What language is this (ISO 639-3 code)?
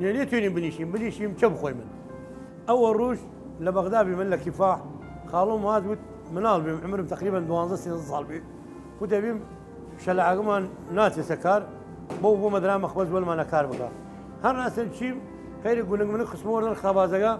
sdh